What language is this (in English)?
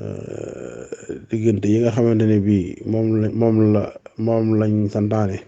Wolof